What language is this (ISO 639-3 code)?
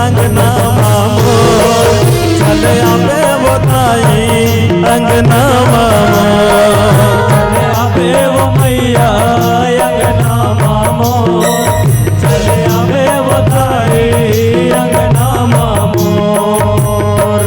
hne